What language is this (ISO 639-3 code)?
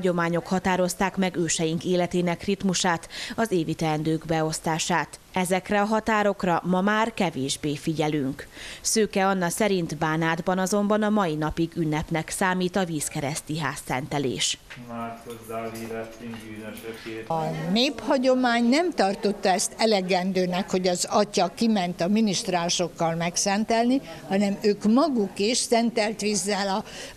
hun